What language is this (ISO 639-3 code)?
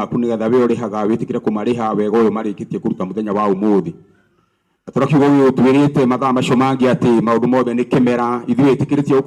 kik